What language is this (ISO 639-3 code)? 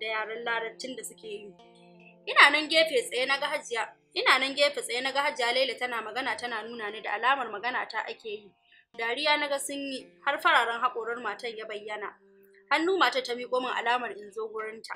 hau